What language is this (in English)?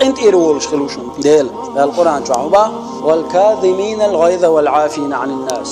Chechen